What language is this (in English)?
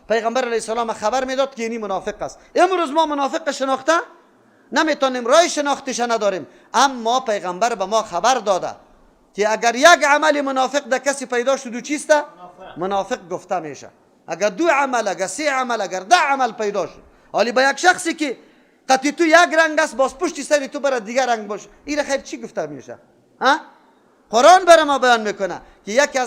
Persian